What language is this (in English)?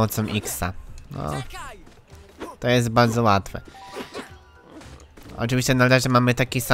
Polish